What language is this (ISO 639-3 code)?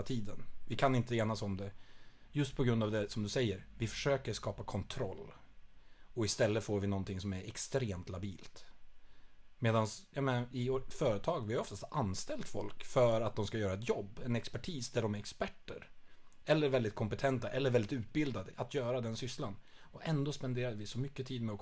swe